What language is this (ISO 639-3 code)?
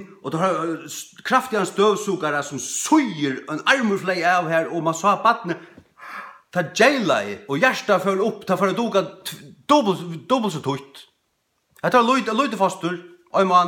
fao